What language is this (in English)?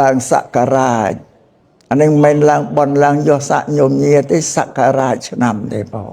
Khmer